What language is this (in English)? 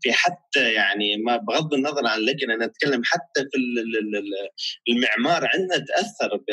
North Levantine Arabic